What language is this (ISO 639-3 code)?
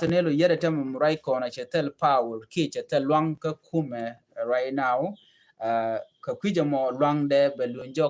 nus